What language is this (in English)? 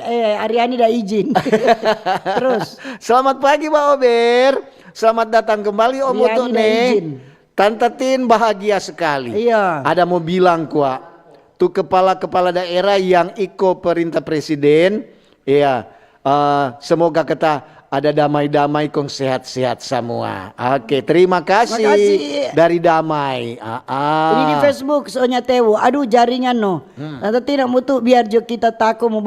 Manado Malay